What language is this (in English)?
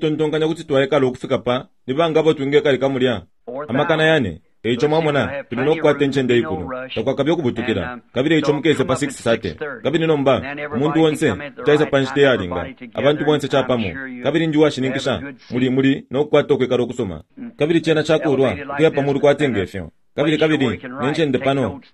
Bemba